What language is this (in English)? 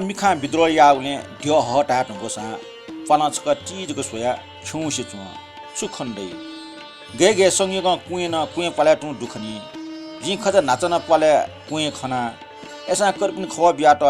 Newari